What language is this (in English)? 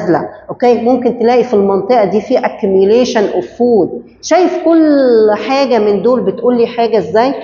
Egyptian Arabic